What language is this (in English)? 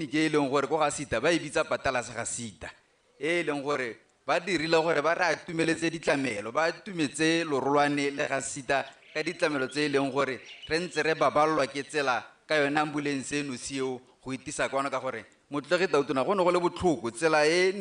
Tswana